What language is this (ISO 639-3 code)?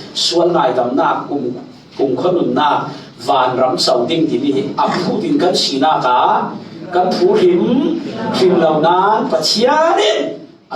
cfm